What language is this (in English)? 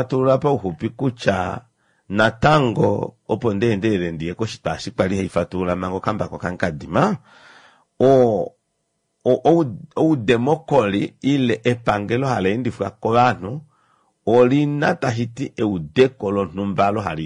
Kuanyama